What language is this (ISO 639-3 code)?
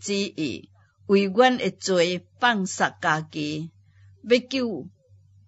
nan